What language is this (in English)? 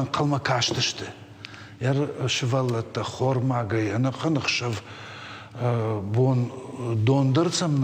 Ossetic